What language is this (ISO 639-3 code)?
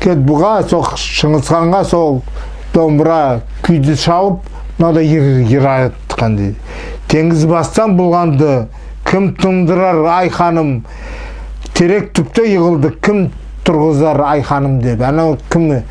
nog